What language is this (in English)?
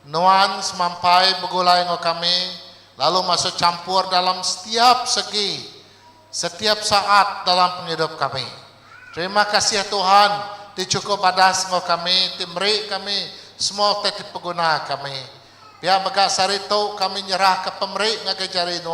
Iban